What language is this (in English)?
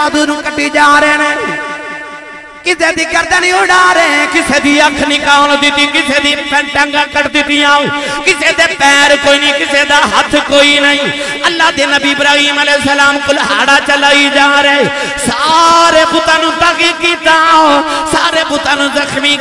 Western Panjabi